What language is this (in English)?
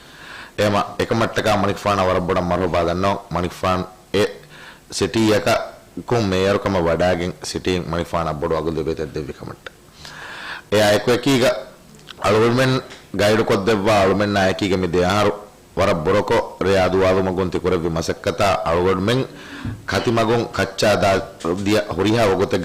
Divehi